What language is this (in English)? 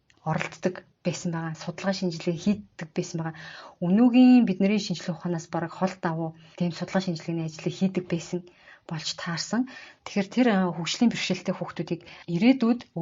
Mongolian